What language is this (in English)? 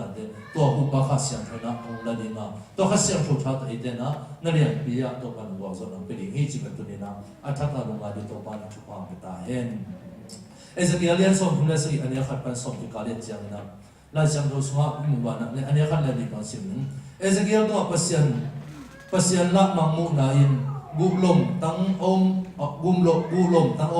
Tedim Chin